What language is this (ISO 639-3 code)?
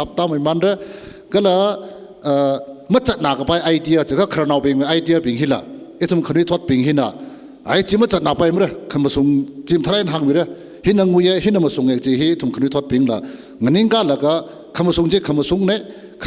nmf